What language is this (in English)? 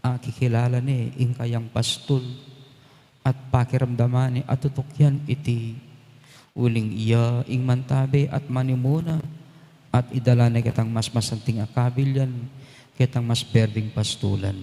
Pampanga